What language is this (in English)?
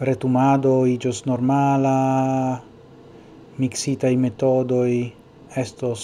Esperanto